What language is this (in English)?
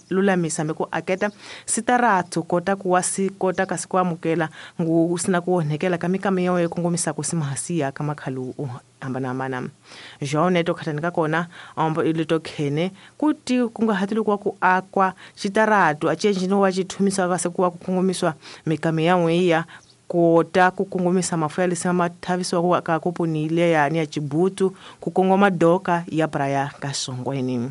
Tsonga